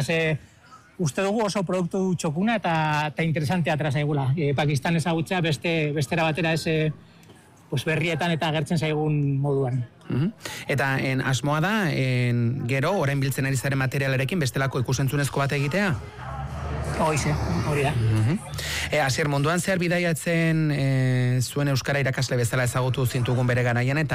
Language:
Basque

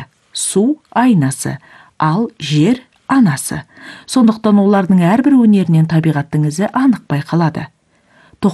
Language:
Kazakh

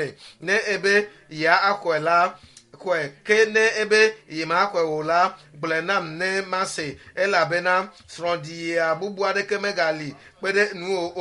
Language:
Ewe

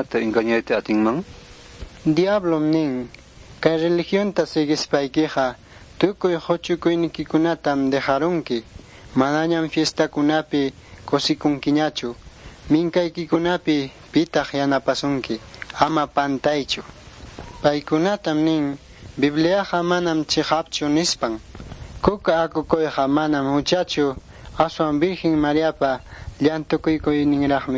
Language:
Ayacucho Quechua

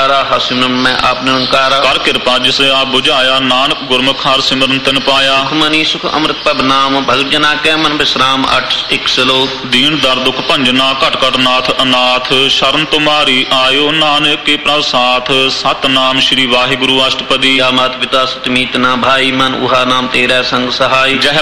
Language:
Punjabi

